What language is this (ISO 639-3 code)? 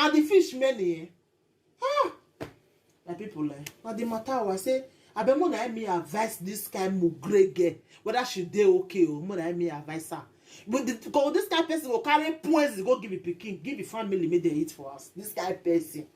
pcm